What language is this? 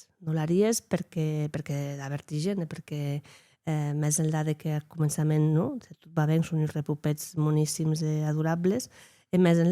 Occitan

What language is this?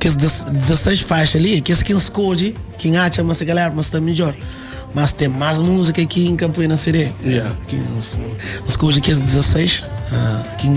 Kabuverdianu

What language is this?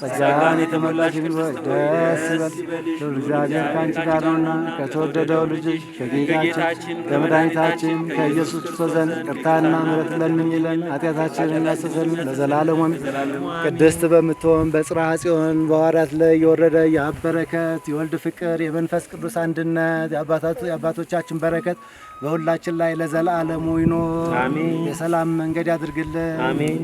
Amharic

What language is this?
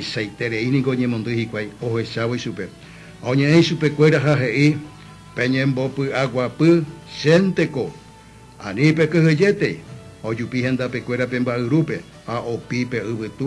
Guarani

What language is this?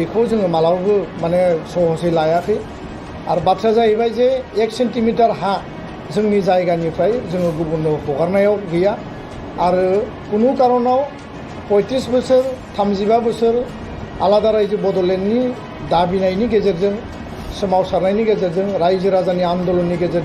Bodo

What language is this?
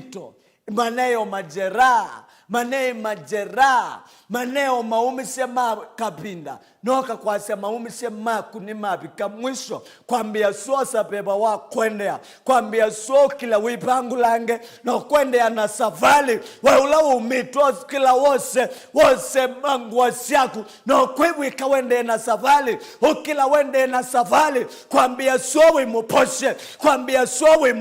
Kamba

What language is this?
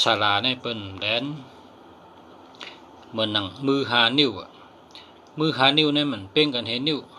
Shan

